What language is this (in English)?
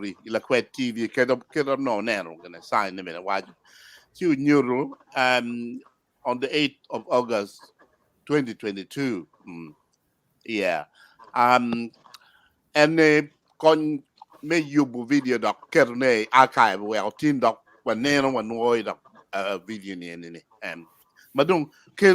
Acoli